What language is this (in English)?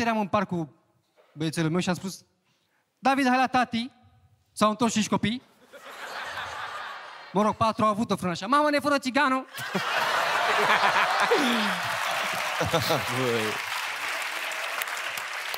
Romanian